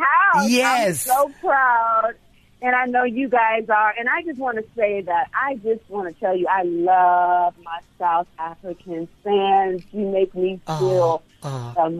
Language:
English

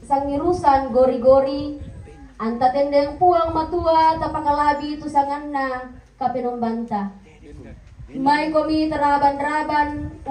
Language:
Toraja-Sa'dan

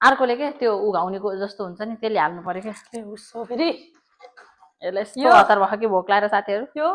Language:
Nepali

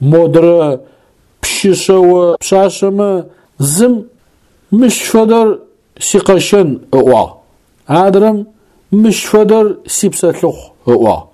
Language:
Adyghe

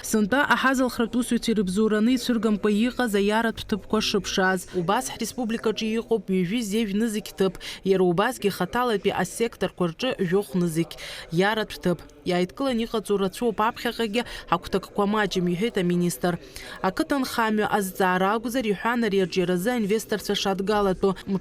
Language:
Abkhazian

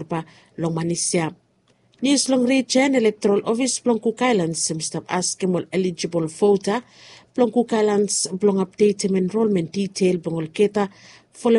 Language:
Bislama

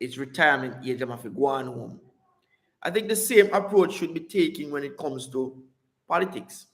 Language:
Jamaican Creole English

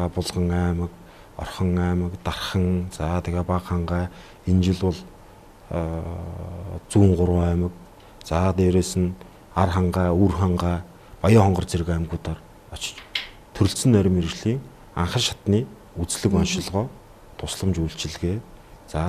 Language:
Mongolian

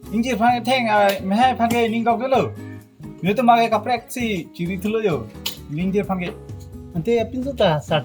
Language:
Karbi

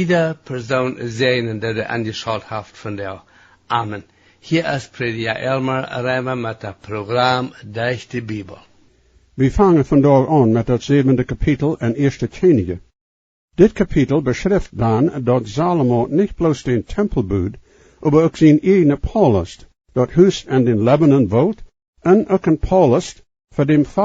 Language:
Plautdietsch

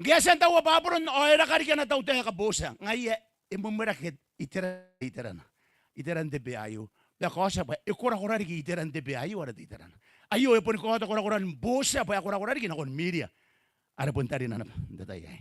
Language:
Gilbertese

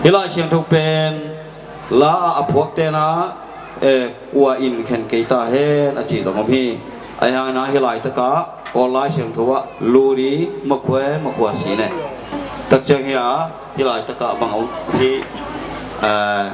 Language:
Tedim Chin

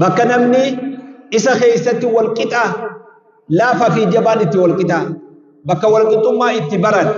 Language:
Oromo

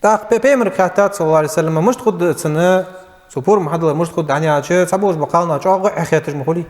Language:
Ingush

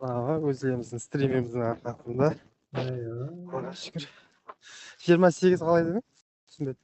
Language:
Kara-Kalpak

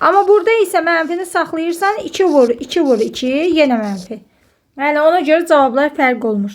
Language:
Azerbaijani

